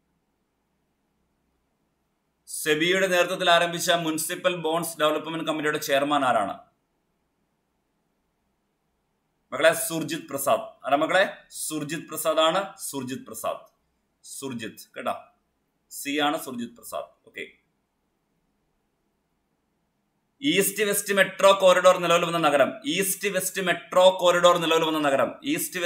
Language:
Malayalam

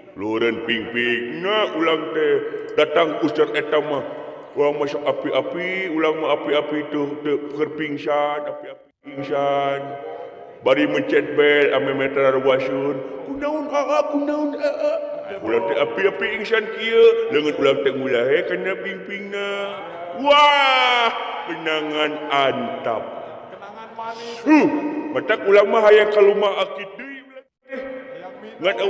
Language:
Sundanese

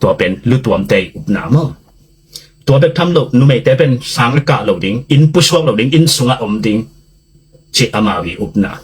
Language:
Tedim Chin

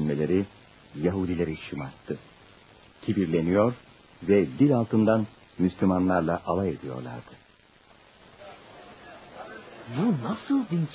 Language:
Turkish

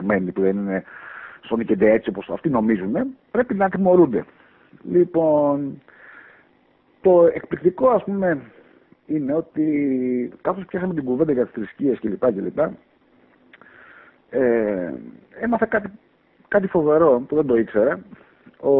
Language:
Greek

